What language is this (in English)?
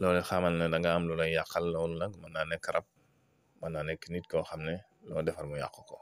Wolof